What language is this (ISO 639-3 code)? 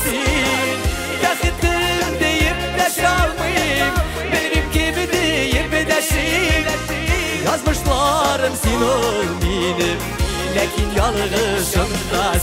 tat